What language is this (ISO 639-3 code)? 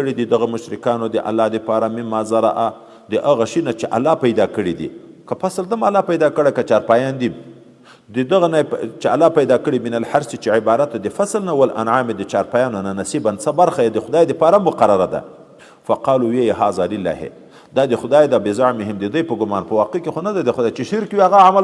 pus